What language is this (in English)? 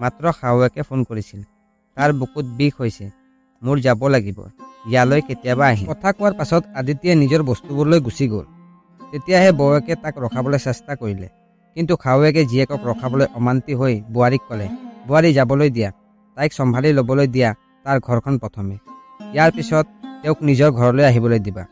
Assamese